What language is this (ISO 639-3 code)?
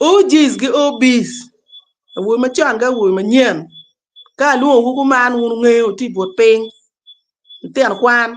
ach